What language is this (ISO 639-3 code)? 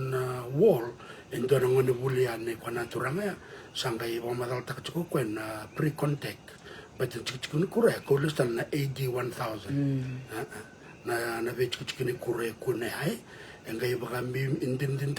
fij